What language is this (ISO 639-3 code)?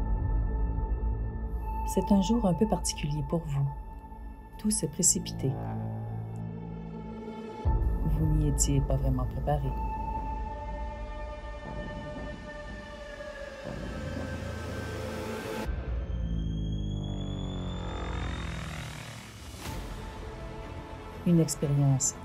fra